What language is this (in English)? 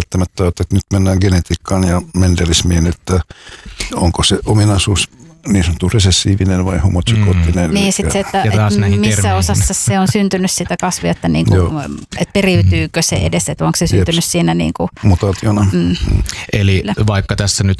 Finnish